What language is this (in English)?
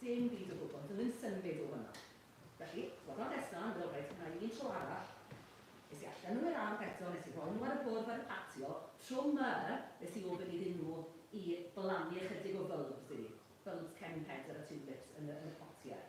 Welsh